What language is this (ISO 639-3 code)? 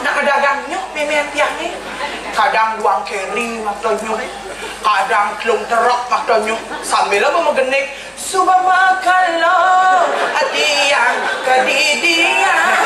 ban